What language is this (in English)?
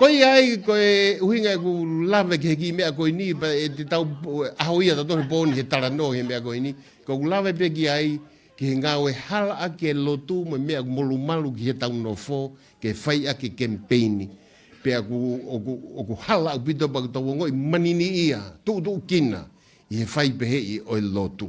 Tongan